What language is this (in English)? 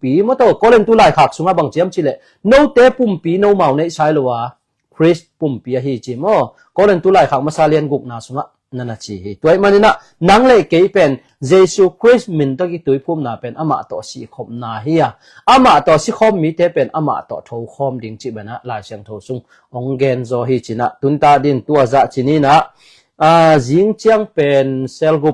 Tedim Chin